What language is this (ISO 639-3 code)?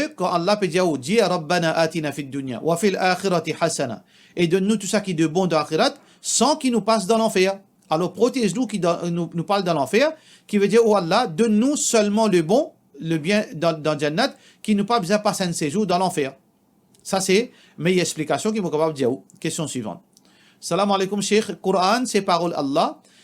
mfe